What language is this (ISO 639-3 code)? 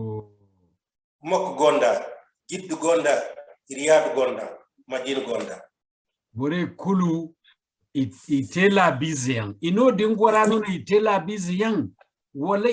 dje